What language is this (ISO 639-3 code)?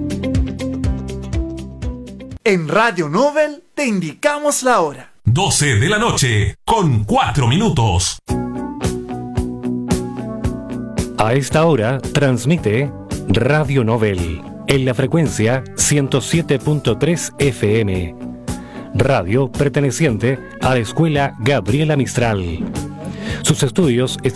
spa